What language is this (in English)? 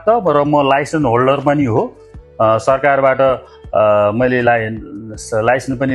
Nepali